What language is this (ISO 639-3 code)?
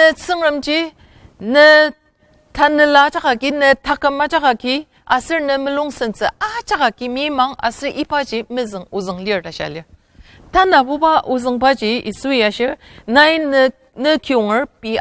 njo